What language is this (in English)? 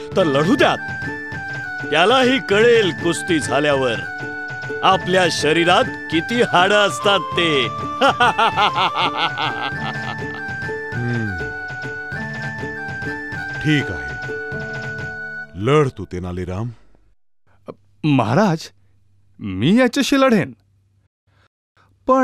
Marathi